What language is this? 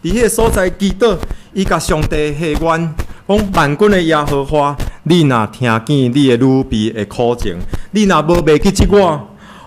Min Nan Chinese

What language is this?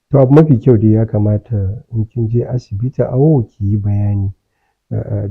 Hausa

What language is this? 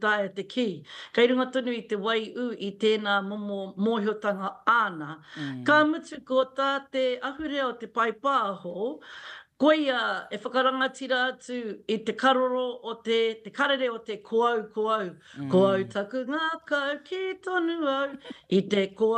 Māori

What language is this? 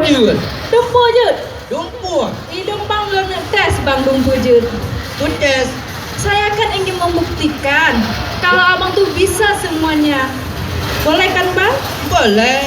Achinese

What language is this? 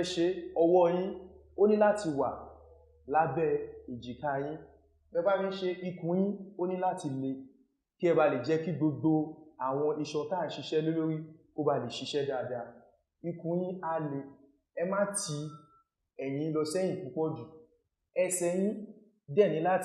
Yoruba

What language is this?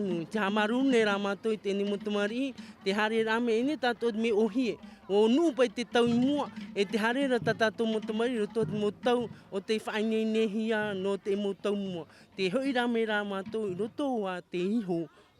Tahitian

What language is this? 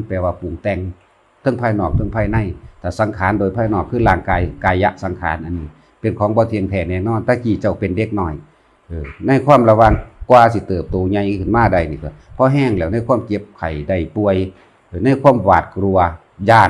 Northeastern Thai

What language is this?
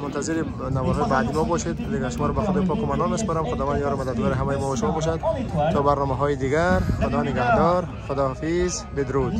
Tajik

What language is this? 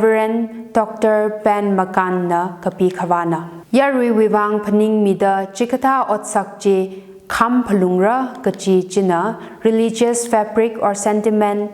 Tangkhul Naga (India)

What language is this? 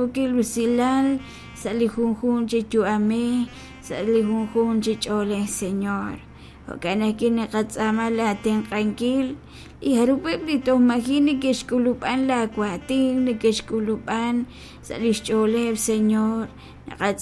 Kekchí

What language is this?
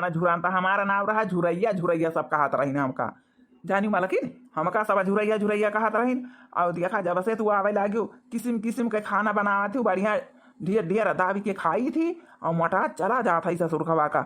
Awadhi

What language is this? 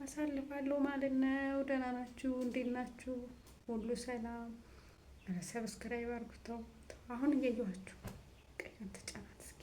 Amharic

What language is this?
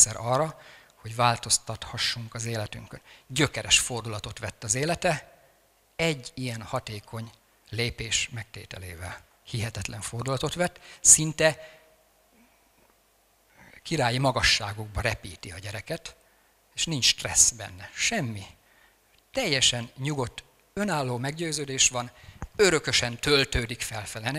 Hungarian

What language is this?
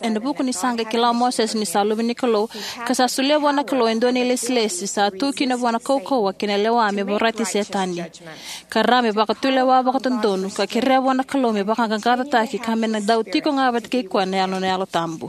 Fijian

